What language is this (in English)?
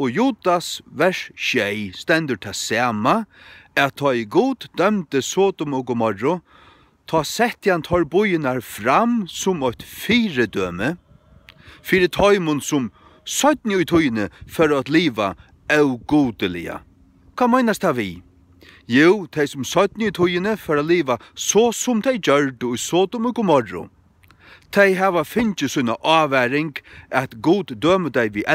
Faroese